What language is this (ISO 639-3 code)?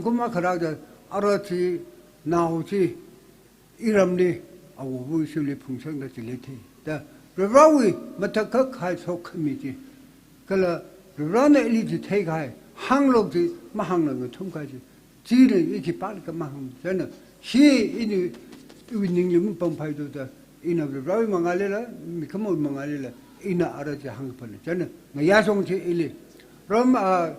nmf